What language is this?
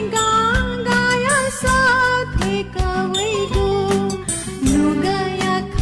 Newari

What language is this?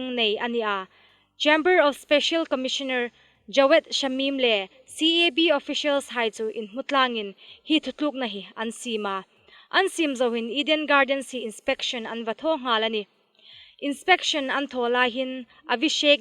Hmar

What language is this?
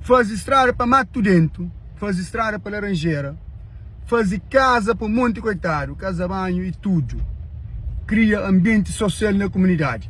Kabuverdianu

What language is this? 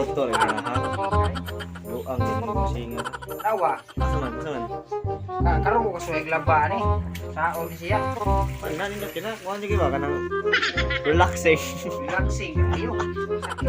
Cebuano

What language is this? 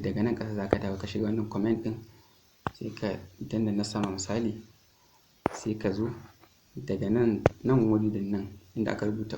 Hausa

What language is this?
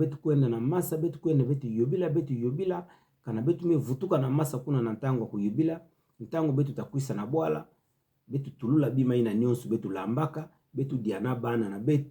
Kituba (Democratic Republic of Congo)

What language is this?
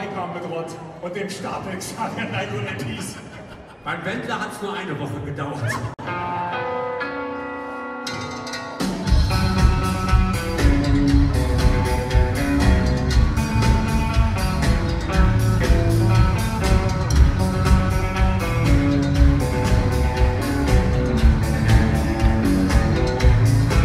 German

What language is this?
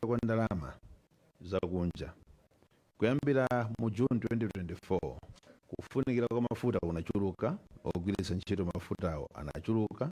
Nyanja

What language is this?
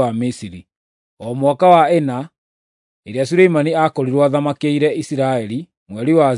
Kikuyu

